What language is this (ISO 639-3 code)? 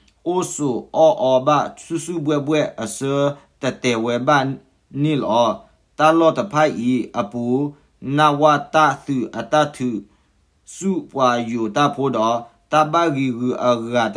ksw